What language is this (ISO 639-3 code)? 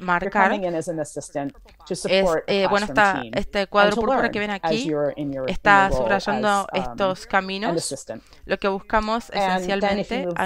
spa